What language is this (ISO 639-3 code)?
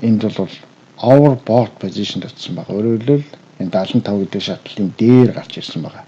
mon